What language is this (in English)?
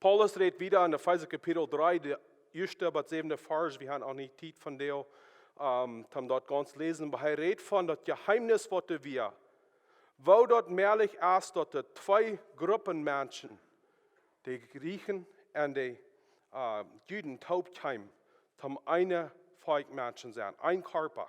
Plautdietsch